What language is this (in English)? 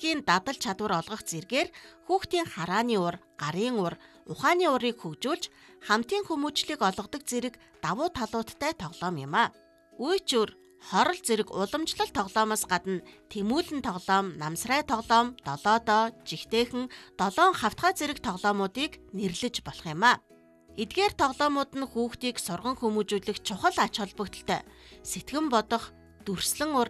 Mongolian